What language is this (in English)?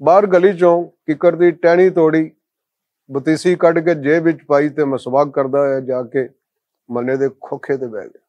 Western Panjabi